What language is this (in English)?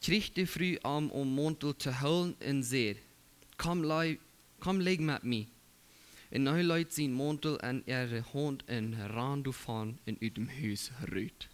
Plautdietsch